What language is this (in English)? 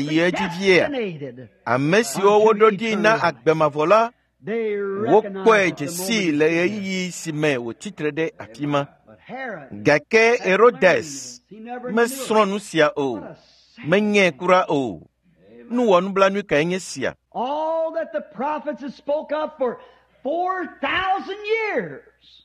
Ewe